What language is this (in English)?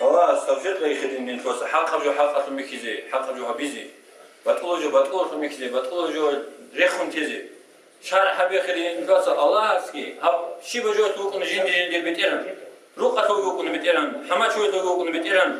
Avaric